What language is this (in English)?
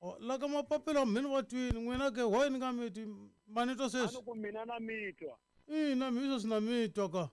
Tsonga